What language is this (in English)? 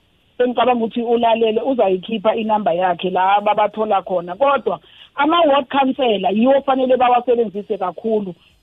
South Ndebele